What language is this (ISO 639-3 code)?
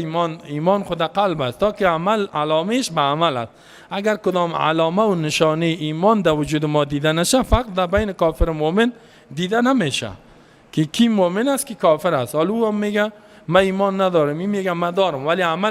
fas